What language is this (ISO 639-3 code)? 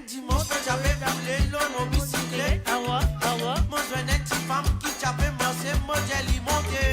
mfe